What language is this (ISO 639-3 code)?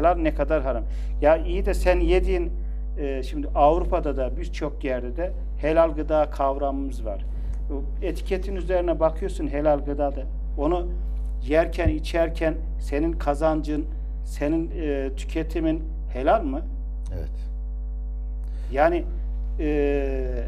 tur